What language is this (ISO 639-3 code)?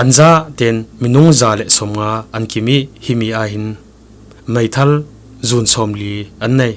cfm